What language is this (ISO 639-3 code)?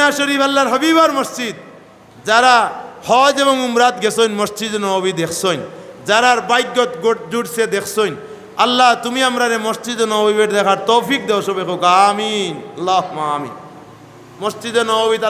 syl